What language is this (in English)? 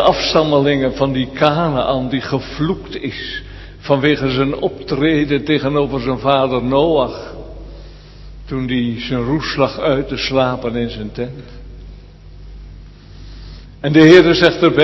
Dutch